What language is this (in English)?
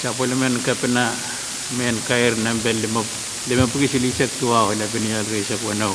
Pohnpeian